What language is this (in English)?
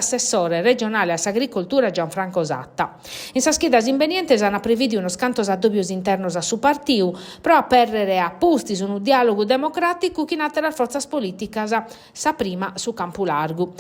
Sardinian